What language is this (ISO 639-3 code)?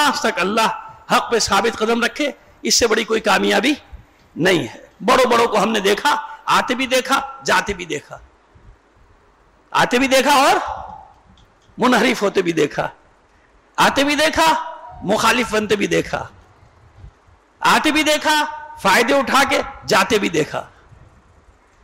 urd